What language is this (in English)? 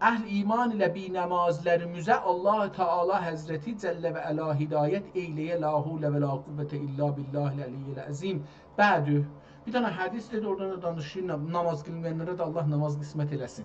South Azerbaijani